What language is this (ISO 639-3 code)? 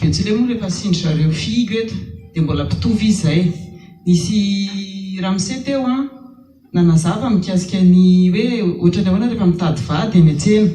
mlg